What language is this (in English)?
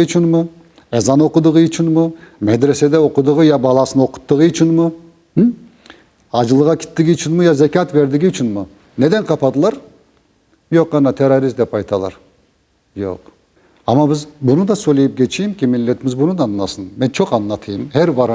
Crimean Tatar